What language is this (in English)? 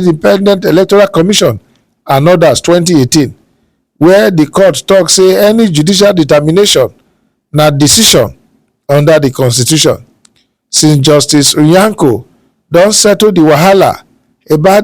Nigerian Pidgin